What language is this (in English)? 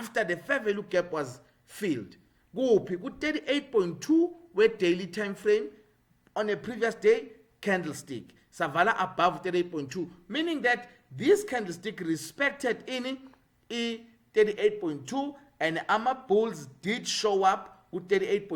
Zulu